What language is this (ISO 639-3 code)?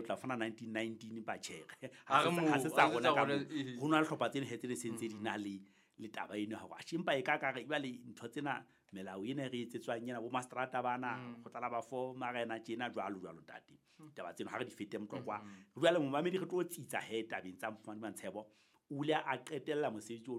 sot